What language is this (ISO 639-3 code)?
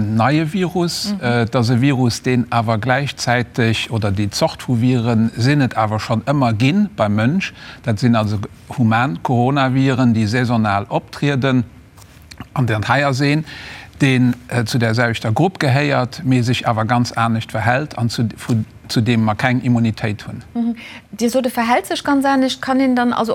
ltz